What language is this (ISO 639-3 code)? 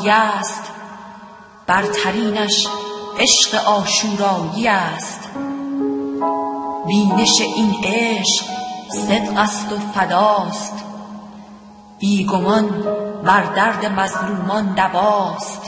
fas